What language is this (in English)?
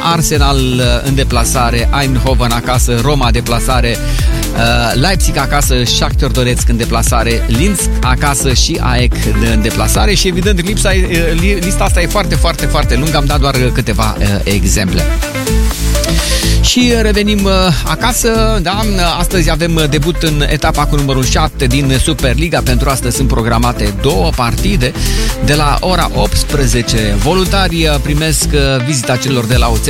Romanian